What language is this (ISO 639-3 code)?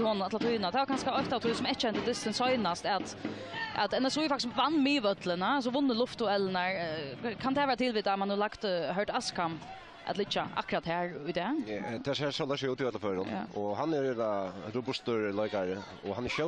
fao